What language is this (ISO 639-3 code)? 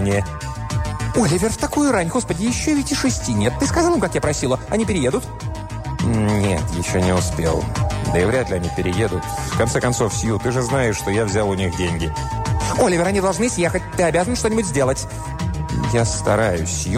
rus